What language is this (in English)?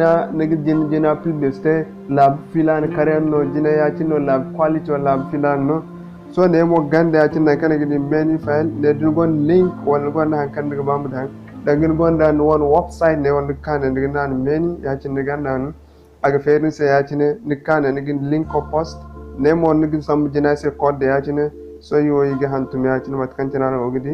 Zarma